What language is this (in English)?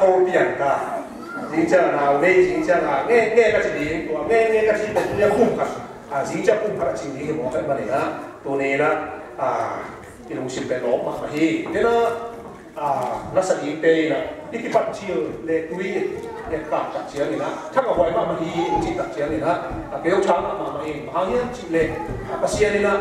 Tedim Chin